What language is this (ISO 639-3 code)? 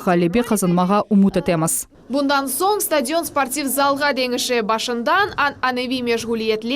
crh